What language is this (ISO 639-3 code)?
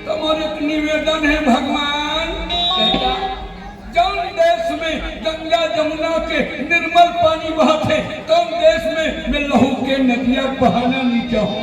hne